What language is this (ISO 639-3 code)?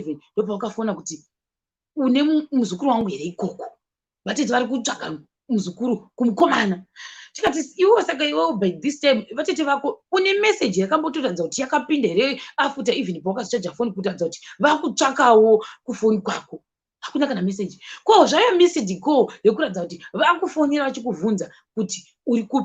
sna